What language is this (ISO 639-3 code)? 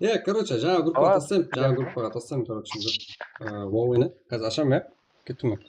kaa